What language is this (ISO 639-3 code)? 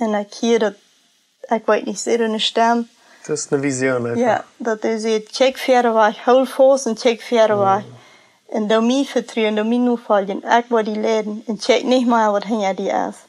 pdt